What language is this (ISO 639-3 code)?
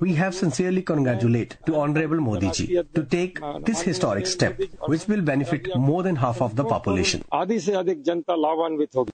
lus